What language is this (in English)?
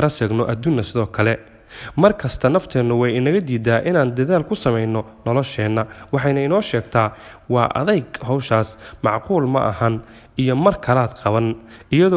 Somali